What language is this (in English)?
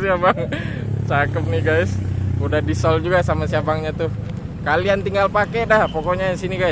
Indonesian